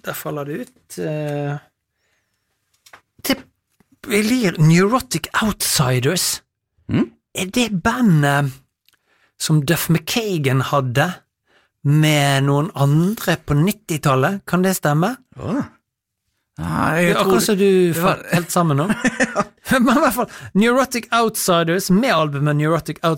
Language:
Norwegian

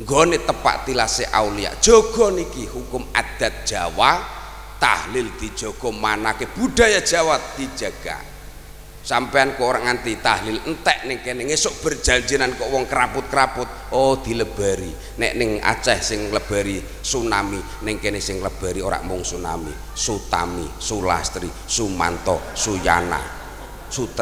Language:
Javanese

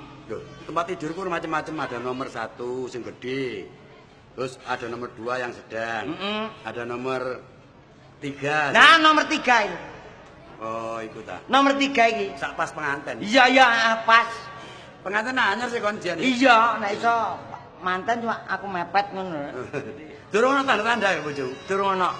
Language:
Javanese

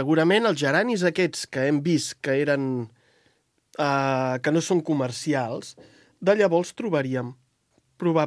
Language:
Catalan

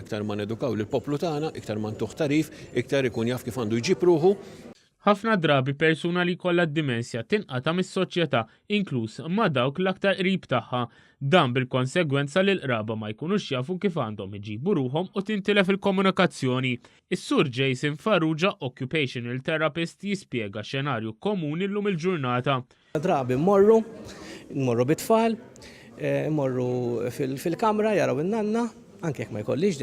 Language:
Maltese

